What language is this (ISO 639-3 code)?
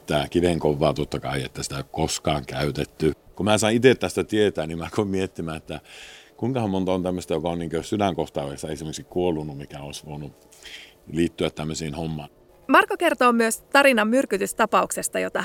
fin